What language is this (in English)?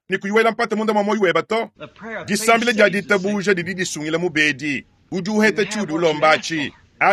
Luba-Lulua